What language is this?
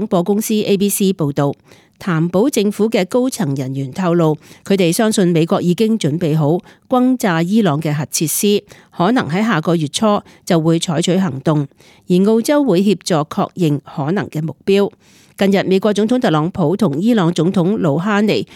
Cantonese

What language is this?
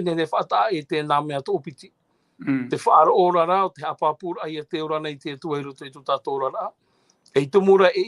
Tahitian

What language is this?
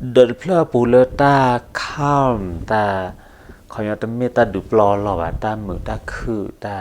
S'gaw Karen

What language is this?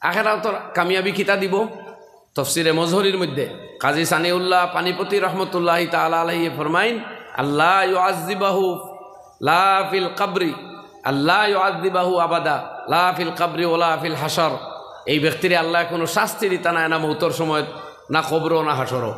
Sylheti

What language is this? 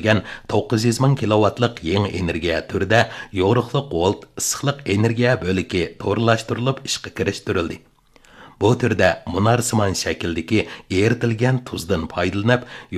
Uyghur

